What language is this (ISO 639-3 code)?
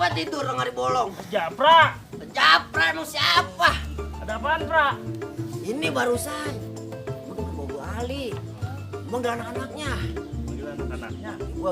bew